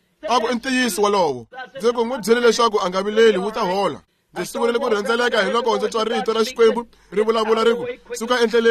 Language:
Tsonga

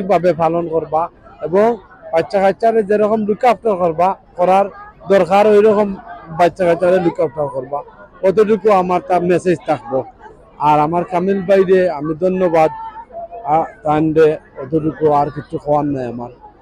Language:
Sylheti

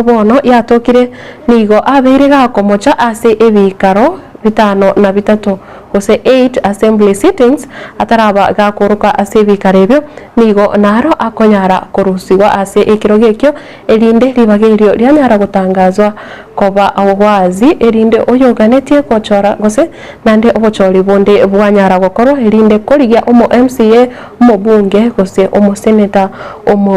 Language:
Gusii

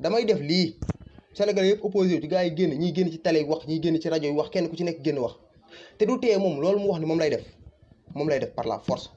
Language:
Wolof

